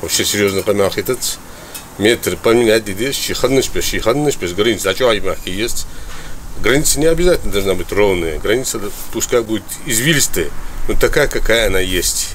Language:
Chechen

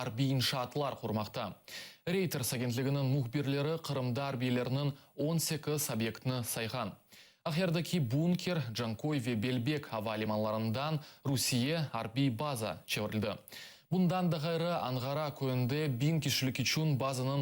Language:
Crimean Tatar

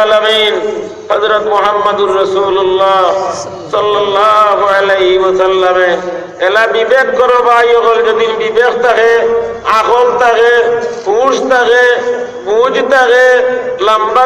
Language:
Sylheti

